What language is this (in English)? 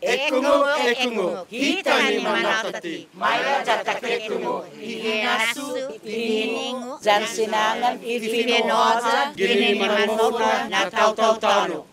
Chamorro